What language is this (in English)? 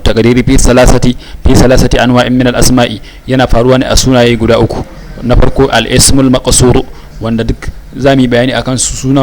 Hausa